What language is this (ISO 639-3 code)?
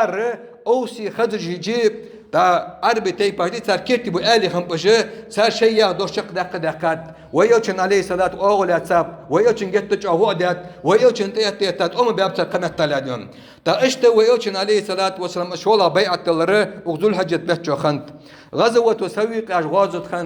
inh